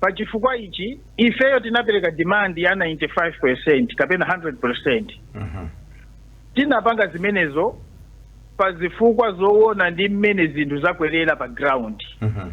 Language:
Nyanja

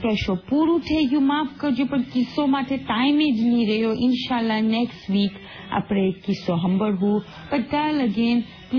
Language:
Gujarati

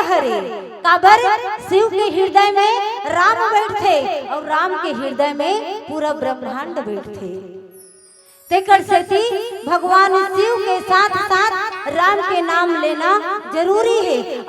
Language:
Chhattisgarhi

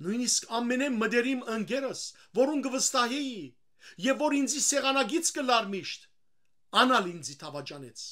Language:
Western Armenian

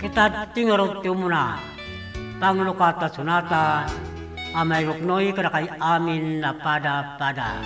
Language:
Iloko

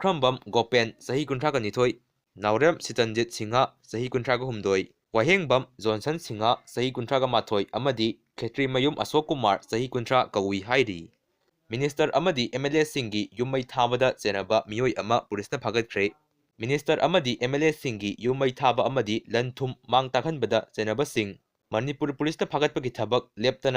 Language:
Manipuri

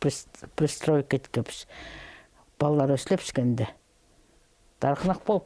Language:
Khakas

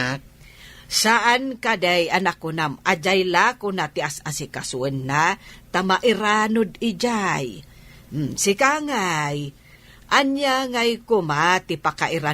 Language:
Iloko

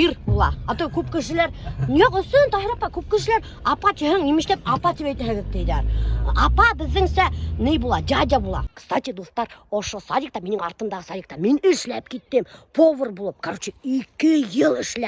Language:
Bashkir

